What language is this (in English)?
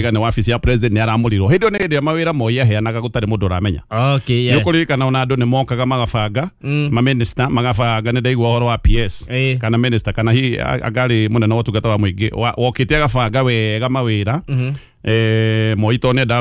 Kikuyu